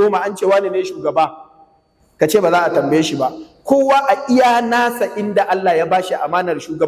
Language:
Hausa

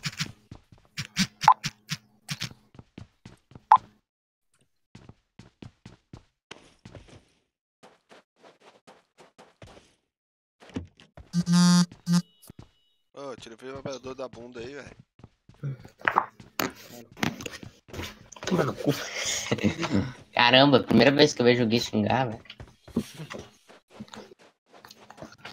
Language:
Portuguese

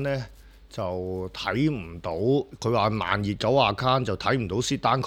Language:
Cantonese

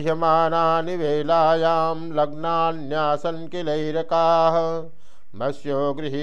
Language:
Sanskrit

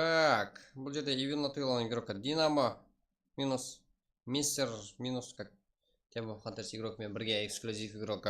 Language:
Kara-Kalpak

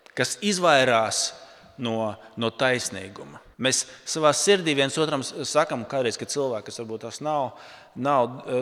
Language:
Latvian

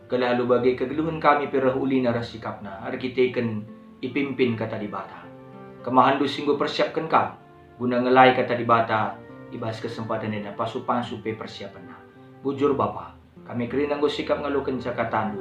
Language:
Batak Karo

